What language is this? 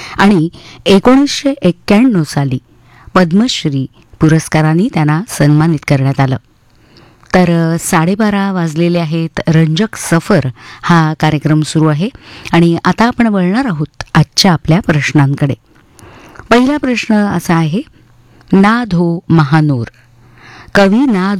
Marathi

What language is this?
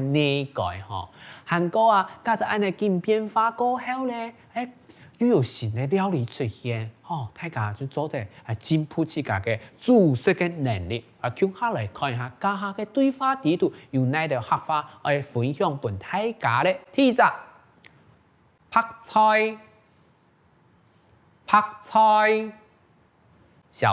Hakka Chinese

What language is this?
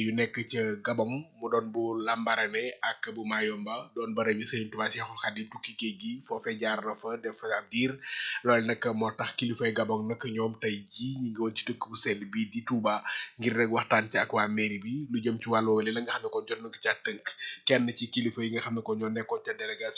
Wolof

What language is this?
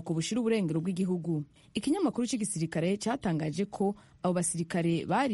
Kinyarwanda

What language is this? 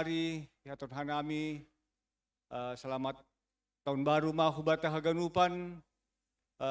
Batak Simalungun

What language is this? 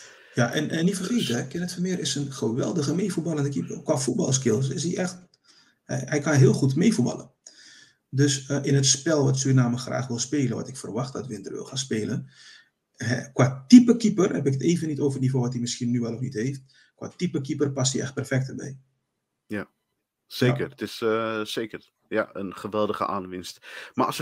Dutch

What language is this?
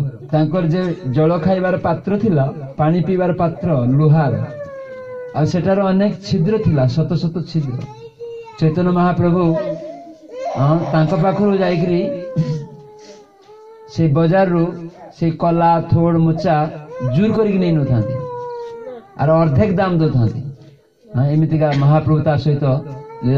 Odia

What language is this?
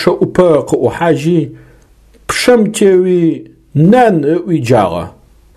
Adyghe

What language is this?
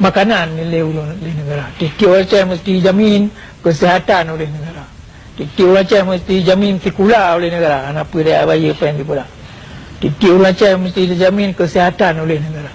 Achinese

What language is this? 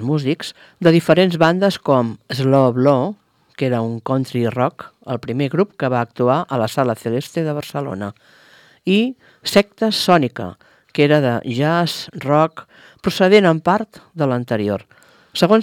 Catalan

